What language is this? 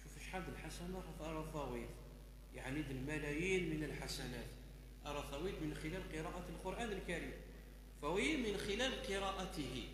Kabyle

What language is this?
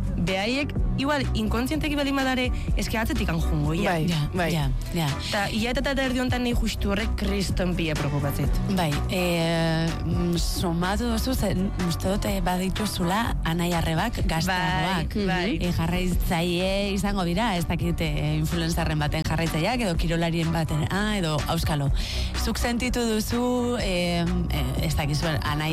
Basque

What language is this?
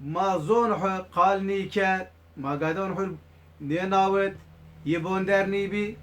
Zaza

